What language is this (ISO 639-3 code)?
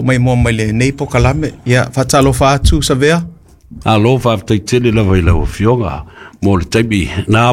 smo